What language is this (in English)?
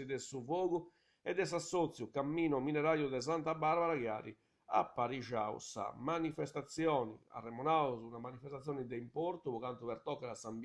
Sardinian